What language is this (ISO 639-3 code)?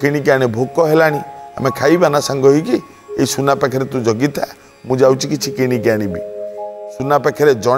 ori